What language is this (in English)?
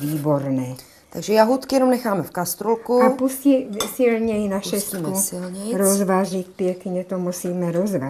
Czech